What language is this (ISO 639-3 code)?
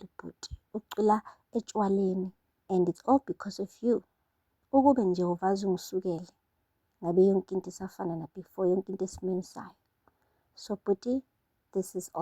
zul